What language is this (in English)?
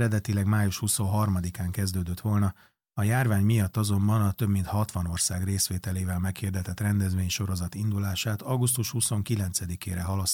Hungarian